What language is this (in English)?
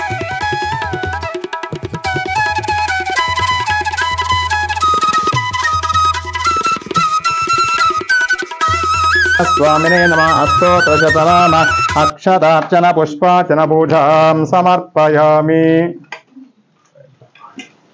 Kannada